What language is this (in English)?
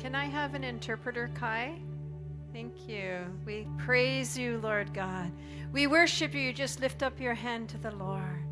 Tedim Chin